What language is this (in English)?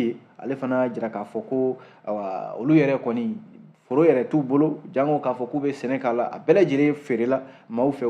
Bambara